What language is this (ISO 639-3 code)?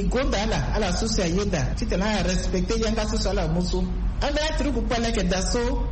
sag